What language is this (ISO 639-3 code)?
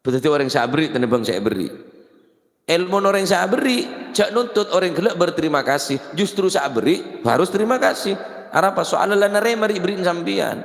mad